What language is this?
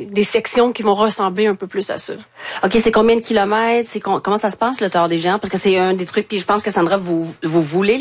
French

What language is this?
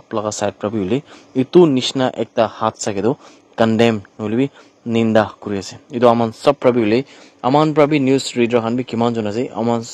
Naga Pidgin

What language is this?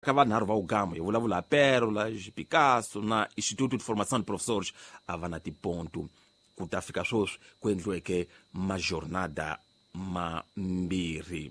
Tsonga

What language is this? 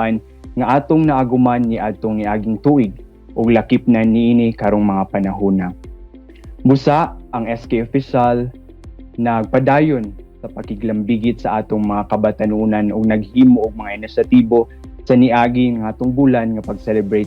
Cebuano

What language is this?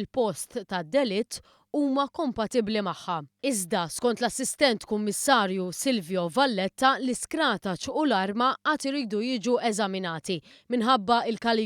Maltese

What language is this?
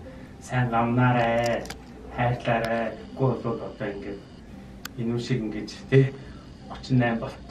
Mongolian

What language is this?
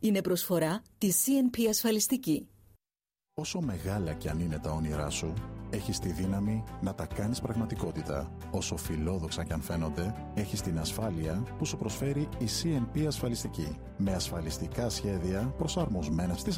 Greek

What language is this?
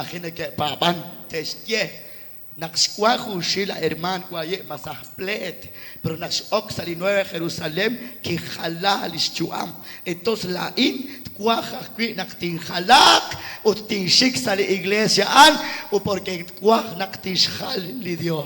Kekchí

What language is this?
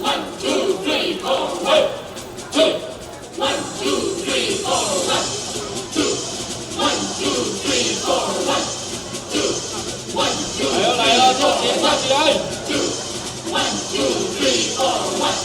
Min Nan Chinese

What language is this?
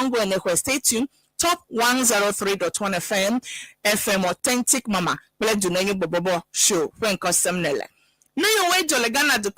Ewe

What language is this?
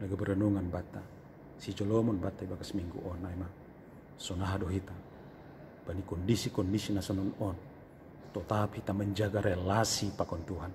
Batak Simalungun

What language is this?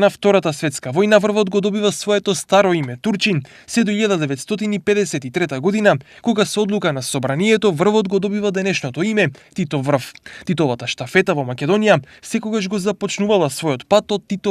Macedonian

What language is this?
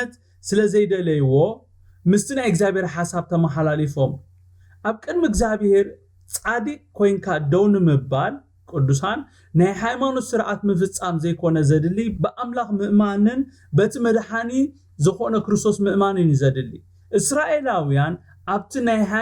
Tigrinya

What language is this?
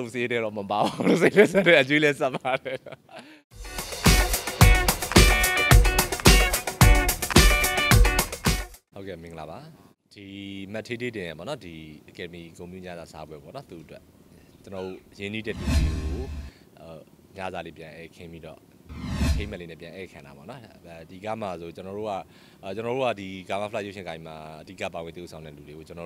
Burmese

